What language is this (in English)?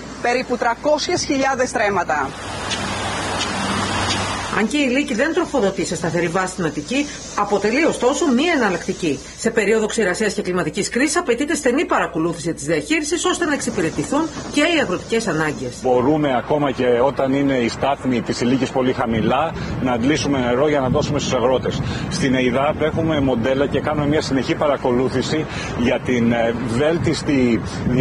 Greek